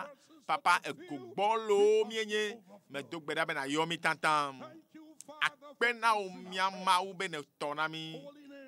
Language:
Ewe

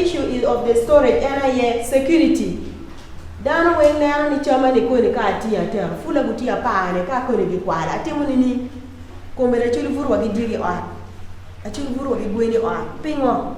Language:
Acoli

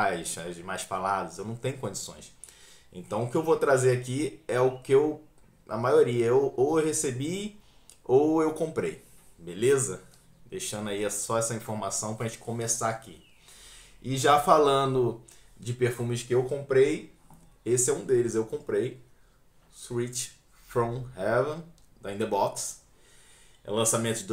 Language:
Portuguese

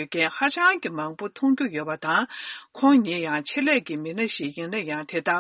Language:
Tibetan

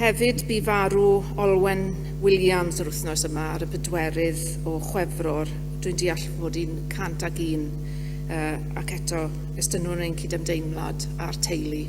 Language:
Welsh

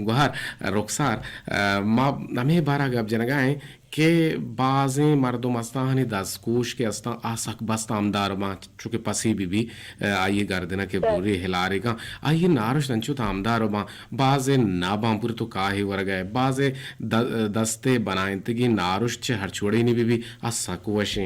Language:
Eastern Balochi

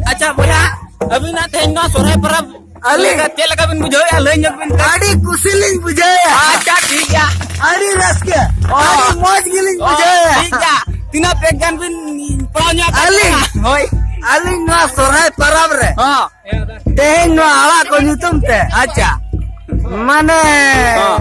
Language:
Santali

